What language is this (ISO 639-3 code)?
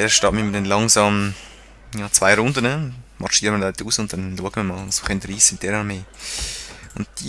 gsw